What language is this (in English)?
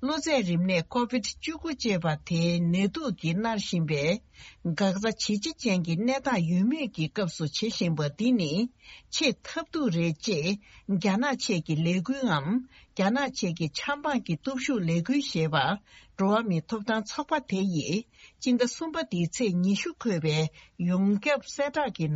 Tibetan